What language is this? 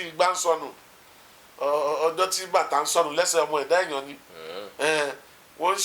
Yoruba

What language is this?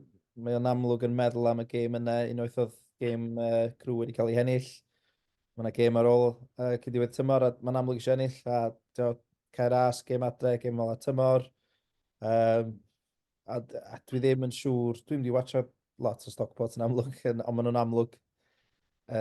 Welsh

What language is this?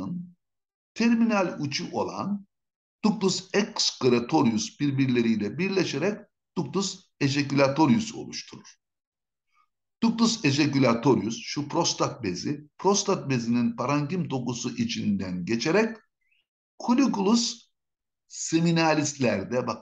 Turkish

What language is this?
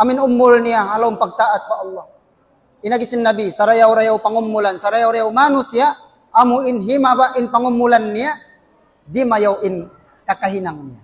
Tausug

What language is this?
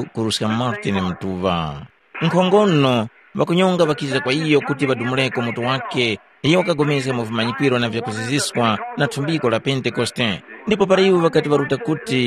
Tumbuka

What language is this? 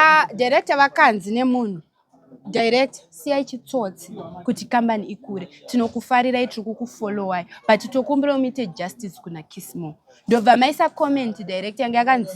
Shona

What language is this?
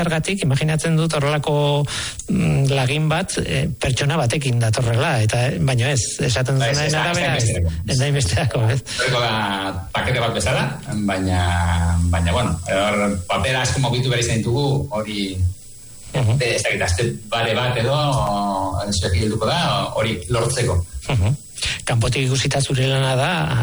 Basque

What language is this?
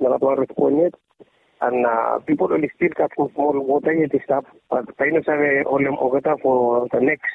Bislama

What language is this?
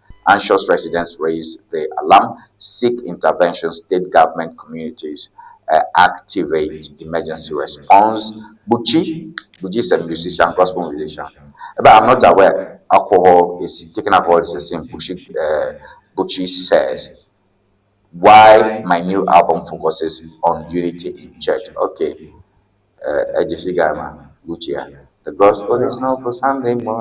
Ewe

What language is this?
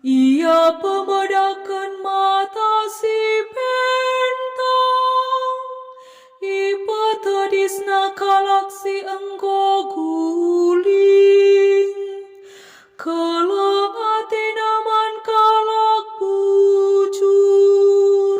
Batak Karo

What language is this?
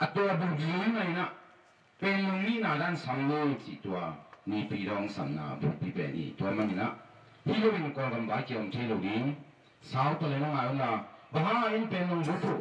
Tedim Chin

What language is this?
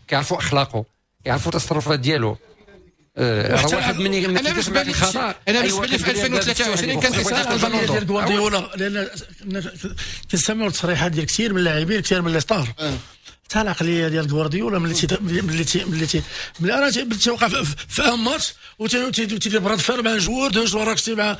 Moroccan Arabic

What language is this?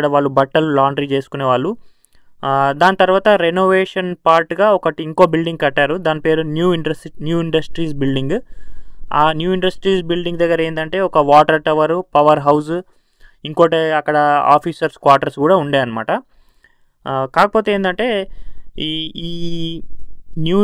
Telugu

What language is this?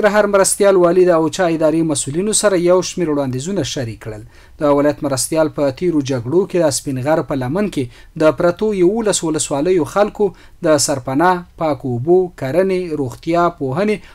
Pashto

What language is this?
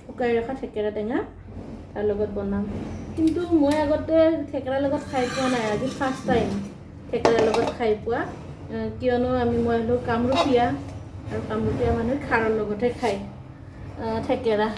Assamese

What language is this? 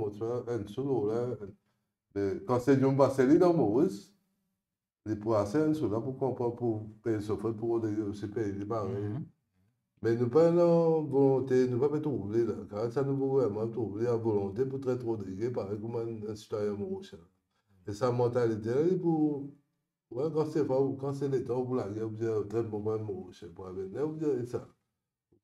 Morisyen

